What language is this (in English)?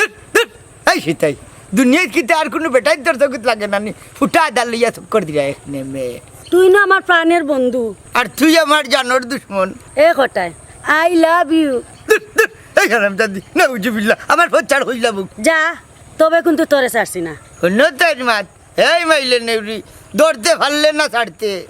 Sylheti